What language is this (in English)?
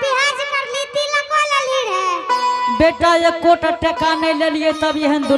Angika